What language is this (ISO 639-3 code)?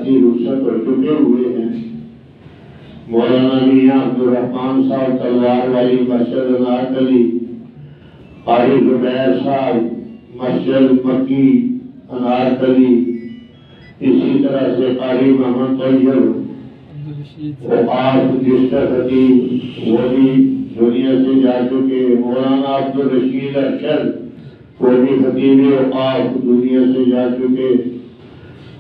urd